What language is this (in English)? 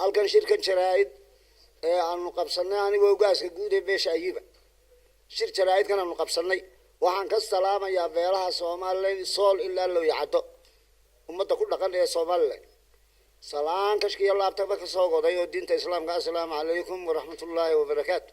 Somali